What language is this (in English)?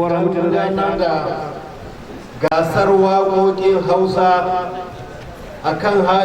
Hausa